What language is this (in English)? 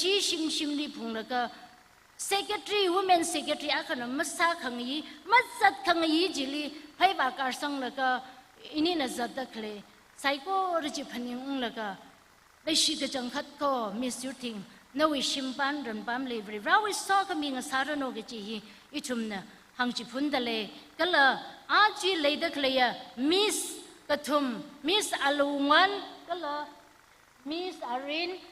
Tangkhul Naga (India)